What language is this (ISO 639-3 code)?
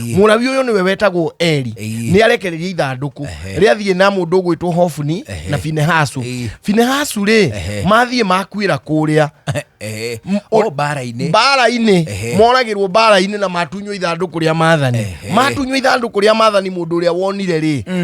kik